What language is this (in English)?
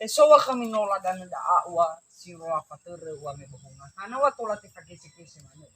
Nias